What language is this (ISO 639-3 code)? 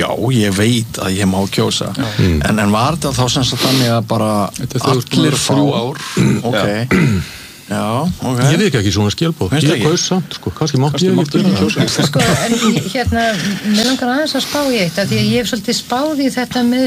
isl